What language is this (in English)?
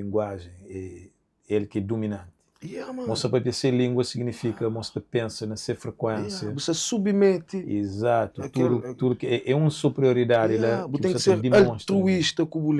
Kabuverdianu